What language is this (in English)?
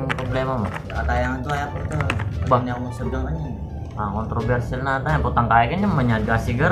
Pampanga